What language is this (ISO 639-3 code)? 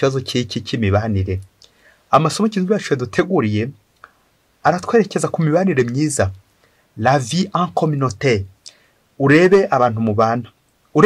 kin